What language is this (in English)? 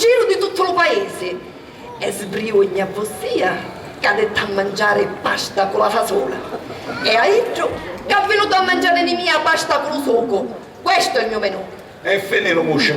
Sicilian